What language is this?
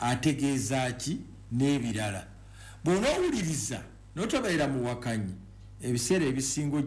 Ganda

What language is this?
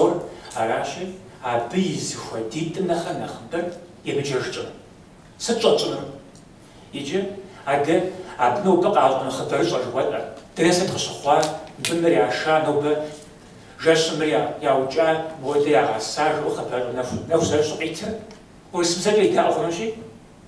Kabardian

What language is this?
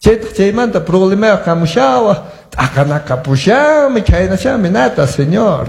Quechua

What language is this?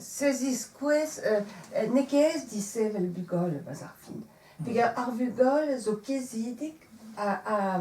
Breton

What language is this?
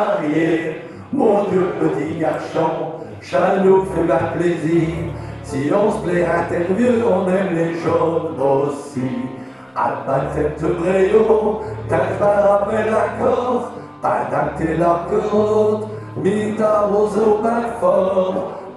Picard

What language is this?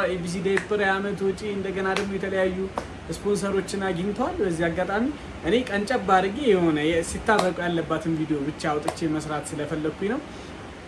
Amharic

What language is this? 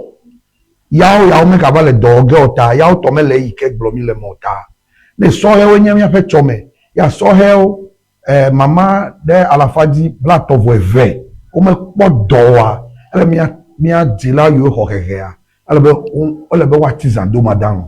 Ewe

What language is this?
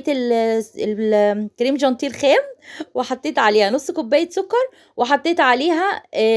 Egyptian Arabic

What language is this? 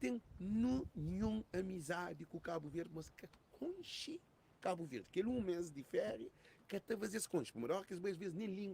Kabuverdianu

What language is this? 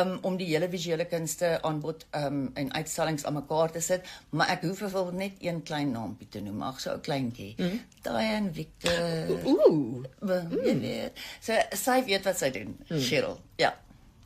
Afrikaans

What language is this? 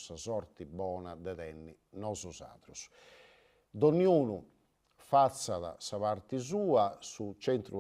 Sardinian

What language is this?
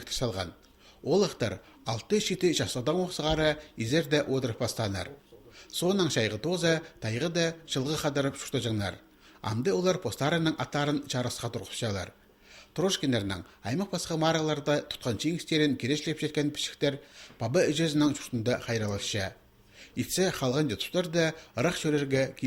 Khakas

